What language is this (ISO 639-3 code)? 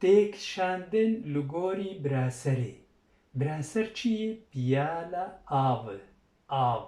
kur